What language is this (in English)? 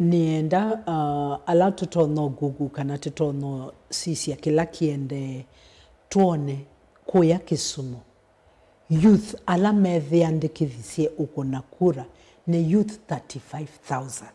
Kamba